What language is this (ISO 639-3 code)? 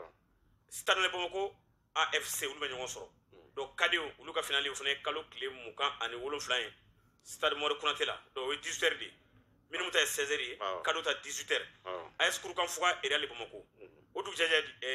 bam